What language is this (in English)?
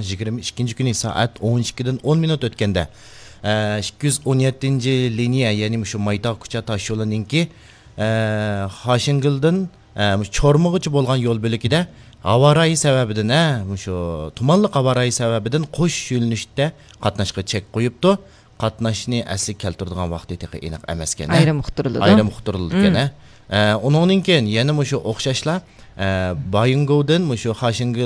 Uyghur